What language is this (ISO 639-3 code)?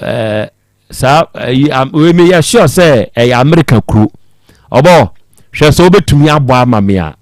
aka